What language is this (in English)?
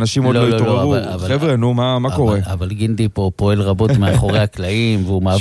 Hebrew